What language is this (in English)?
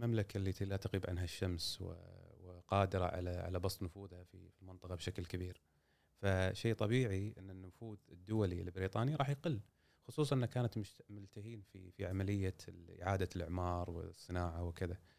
Gulf Arabic